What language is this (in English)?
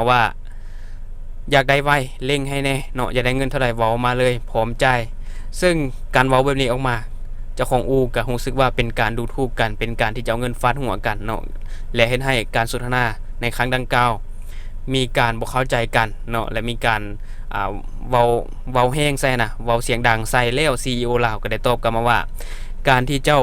Lao